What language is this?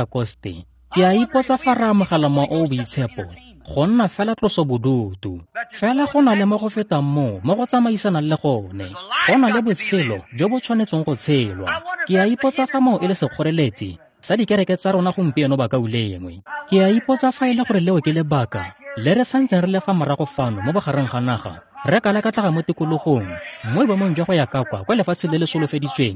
Tswana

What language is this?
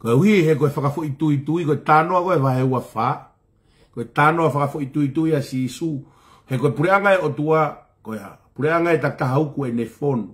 Tongan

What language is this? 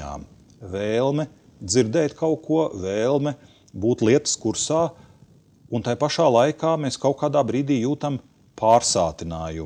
Latvian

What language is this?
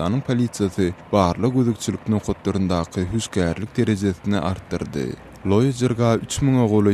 Turkmen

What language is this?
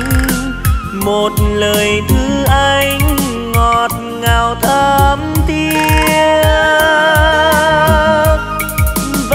Vietnamese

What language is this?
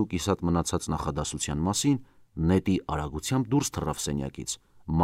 Armenian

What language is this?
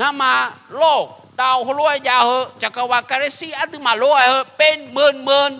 Akha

